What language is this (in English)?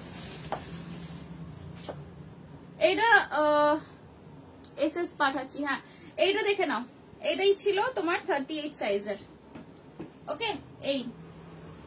Bangla